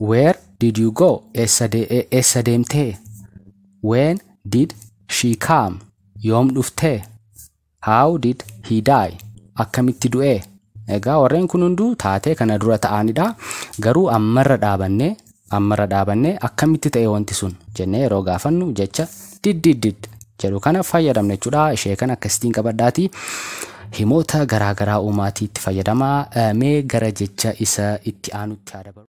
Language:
Oromo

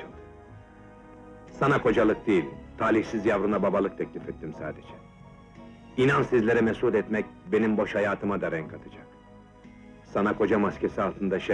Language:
Turkish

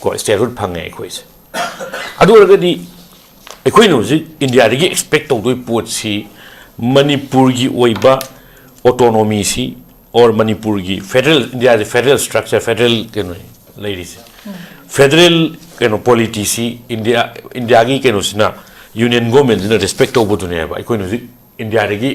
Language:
Manipuri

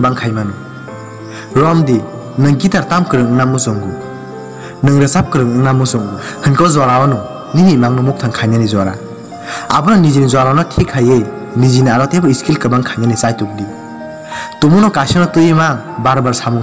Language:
Kok Borok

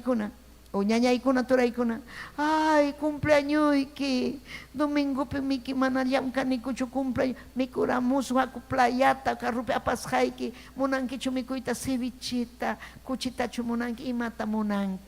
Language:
Ayacucho Quechua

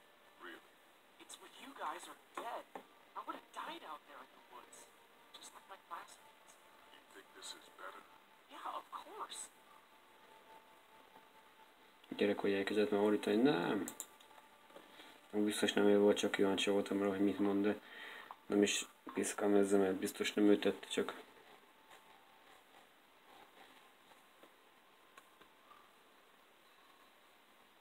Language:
Hungarian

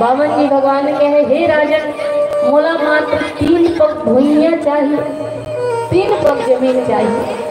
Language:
Chhattisgarhi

